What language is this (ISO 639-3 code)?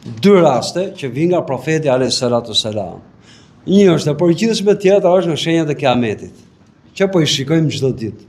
sqi